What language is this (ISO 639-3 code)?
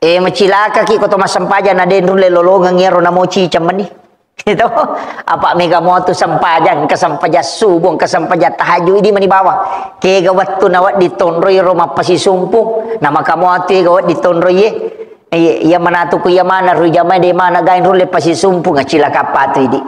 bug